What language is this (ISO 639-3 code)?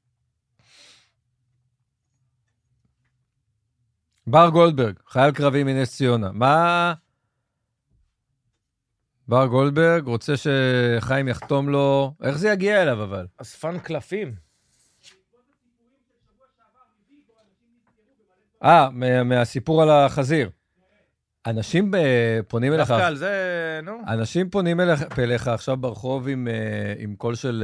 heb